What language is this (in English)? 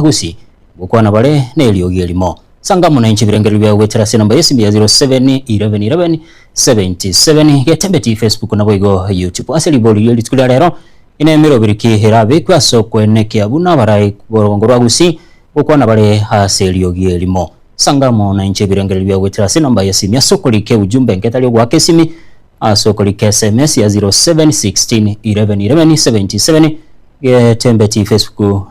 Gusii